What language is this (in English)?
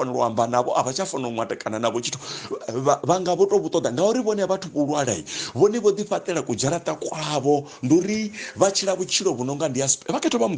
Venda